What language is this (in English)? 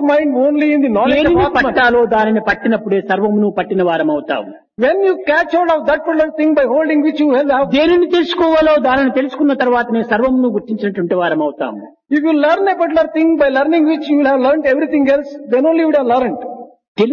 Telugu